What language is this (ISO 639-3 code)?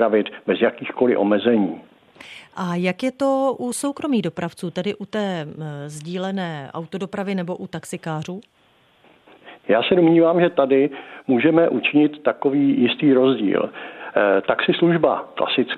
ces